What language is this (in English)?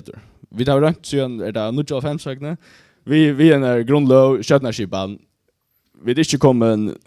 Faroese